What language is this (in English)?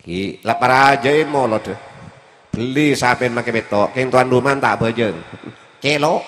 Madurese